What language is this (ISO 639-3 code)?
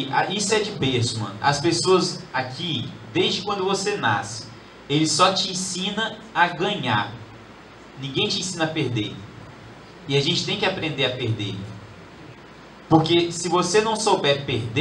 por